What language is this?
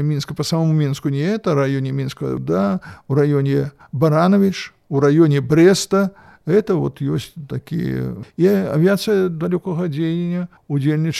Belarusian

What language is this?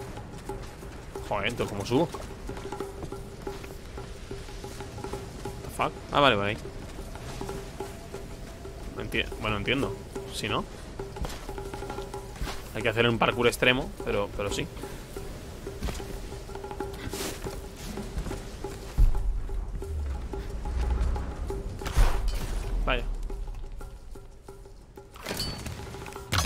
Spanish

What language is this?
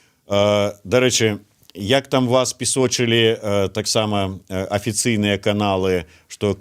Belarusian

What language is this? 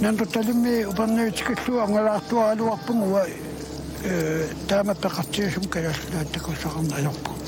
Kalaallisut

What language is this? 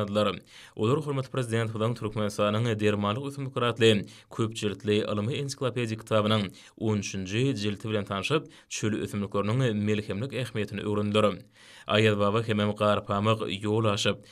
Turkmen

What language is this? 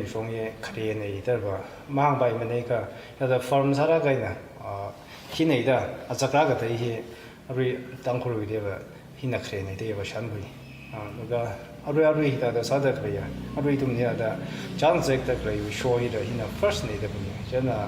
Tangkhul Naga (India)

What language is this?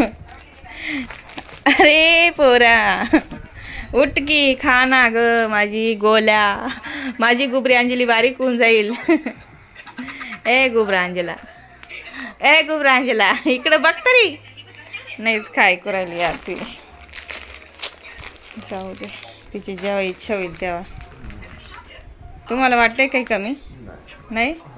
Marathi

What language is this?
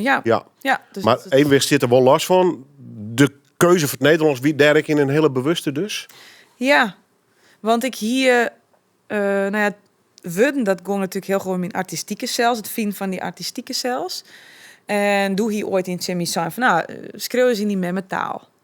Western Frisian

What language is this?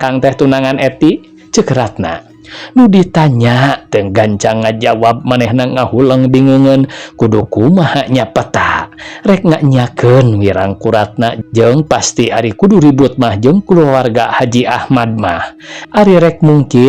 Sundanese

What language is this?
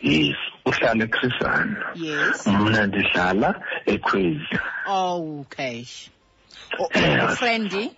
Xhosa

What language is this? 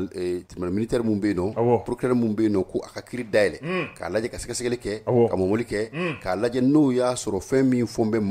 Bambara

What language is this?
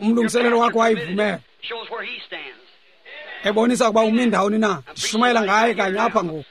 Xhosa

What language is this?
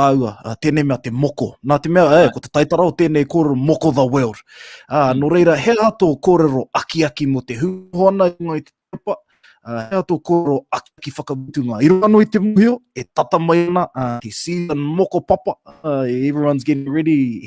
Māori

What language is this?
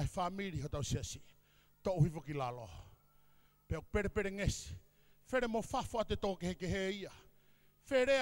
Tongan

